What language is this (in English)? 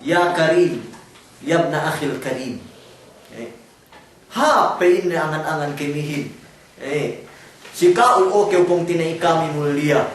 Yakan